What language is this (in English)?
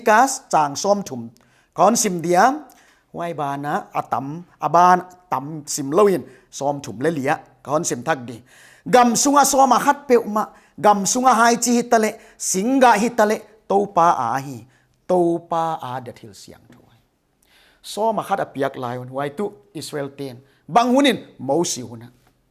Paite Chin